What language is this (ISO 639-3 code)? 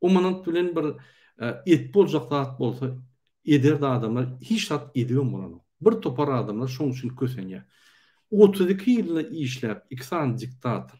tuk